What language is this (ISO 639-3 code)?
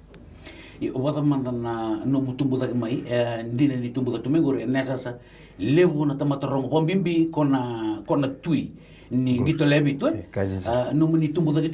fij